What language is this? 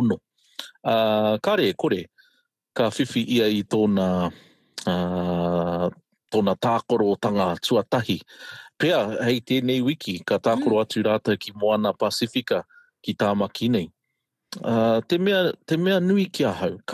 Māori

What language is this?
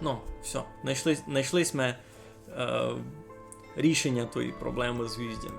Rusyn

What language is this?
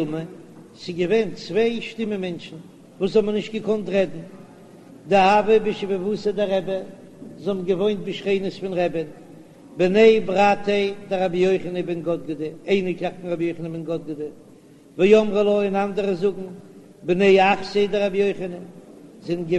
Yiddish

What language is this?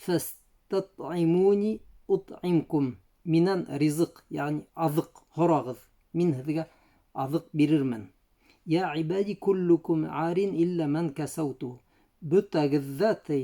Bashkir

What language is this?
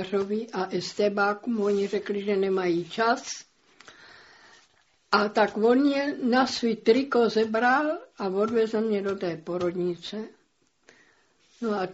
Czech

